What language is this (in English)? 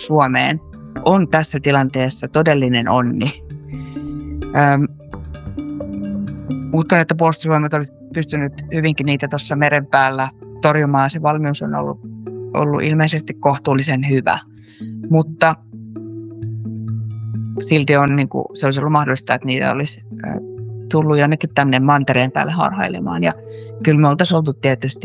Finnish